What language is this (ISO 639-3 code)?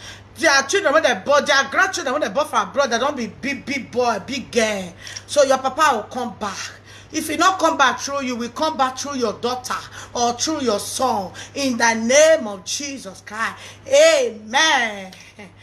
pcm